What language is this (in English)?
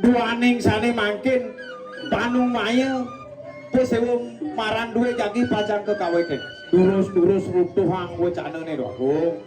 Balinese